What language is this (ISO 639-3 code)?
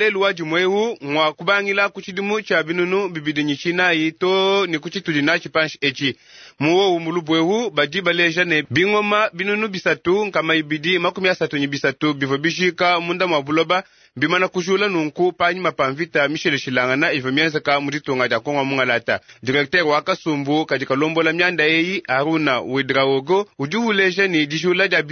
lua